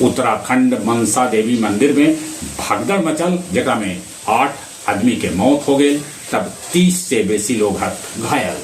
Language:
Magahi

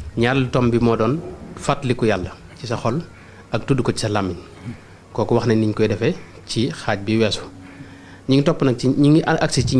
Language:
Wolof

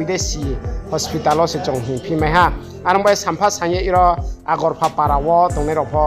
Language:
Riang (India)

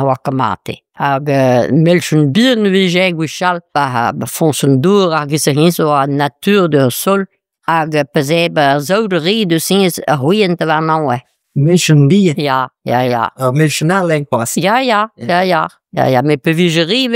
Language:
Breton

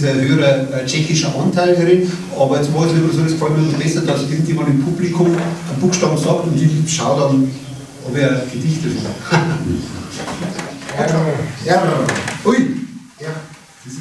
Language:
Bavarian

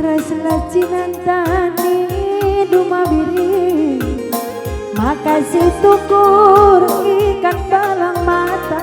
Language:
Batak Karo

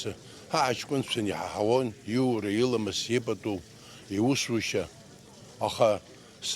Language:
Abkhazian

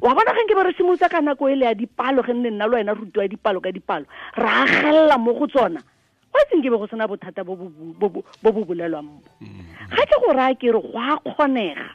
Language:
Tswana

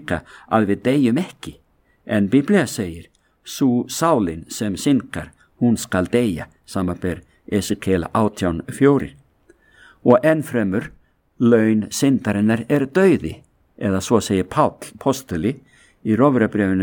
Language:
Icelandic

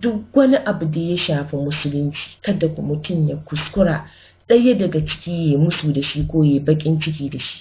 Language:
Hausa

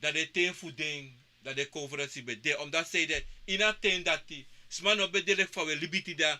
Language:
Sranan Tongo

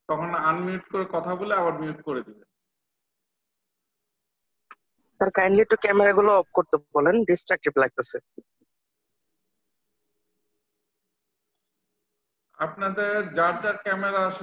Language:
Bangla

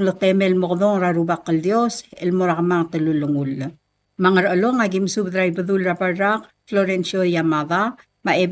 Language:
Palauan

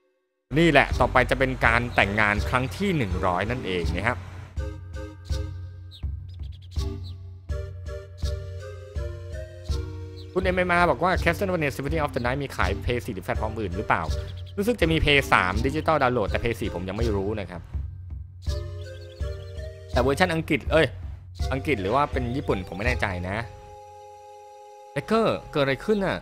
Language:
Thai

